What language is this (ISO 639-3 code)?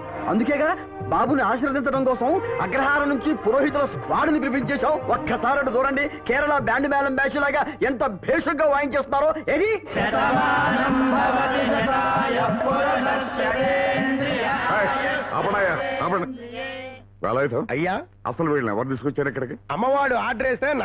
tel